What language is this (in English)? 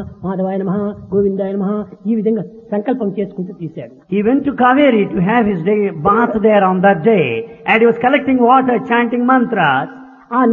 Telugu